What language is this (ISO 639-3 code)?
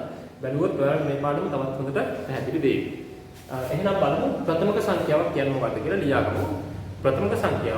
sin